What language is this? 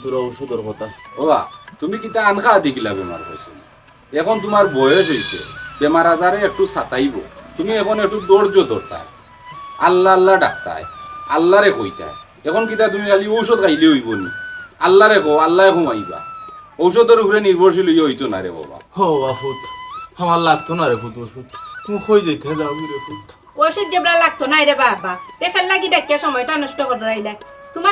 Sylheti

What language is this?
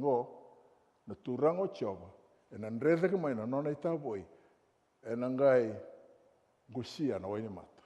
Fijian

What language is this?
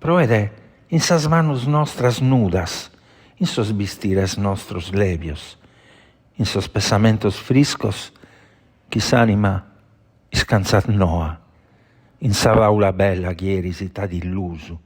Sardinian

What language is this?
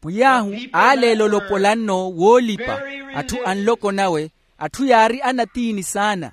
Makhuwa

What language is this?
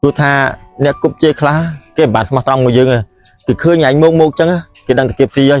Khmer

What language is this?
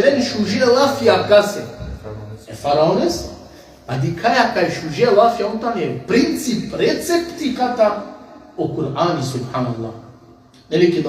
Balkan Romani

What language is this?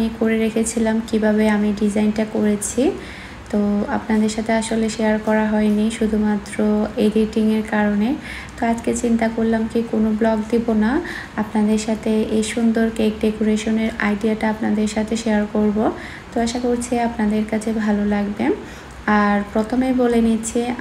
Bangla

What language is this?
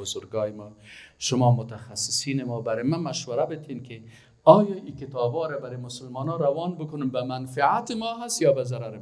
Persian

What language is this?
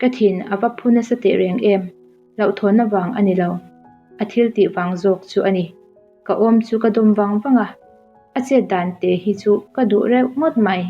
Mizo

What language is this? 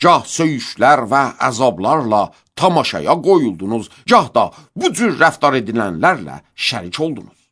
Azerbaijani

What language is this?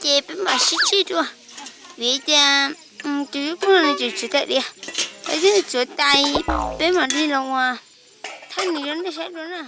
Hmong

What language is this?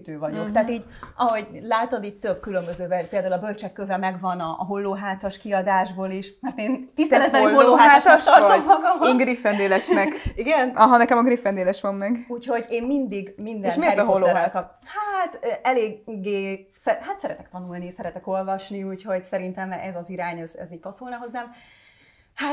Hungarian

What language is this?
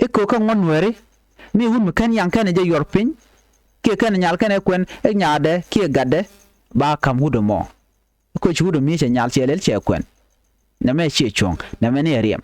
Nuer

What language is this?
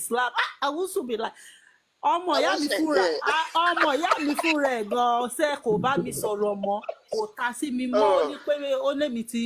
Yoruba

